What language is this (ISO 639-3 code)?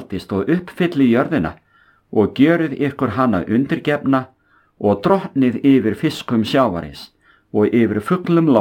isl